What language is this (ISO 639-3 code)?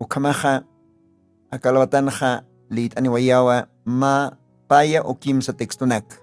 aym